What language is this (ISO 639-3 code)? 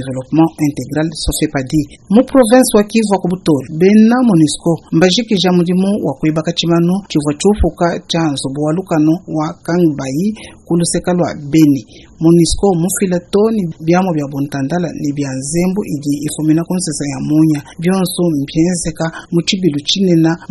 lua